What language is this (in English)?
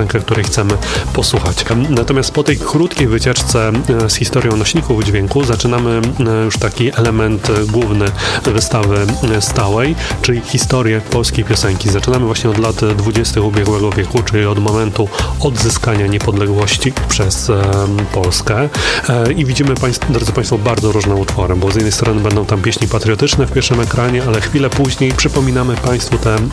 Polish